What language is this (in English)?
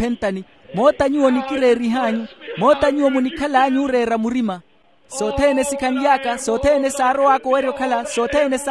Makhuwa